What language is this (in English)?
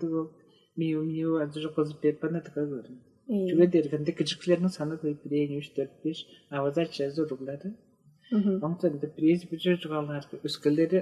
Tuvinian